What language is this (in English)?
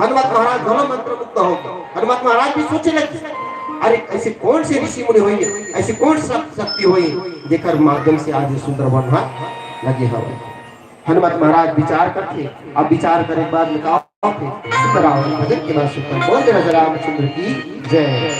Chhattisgarhi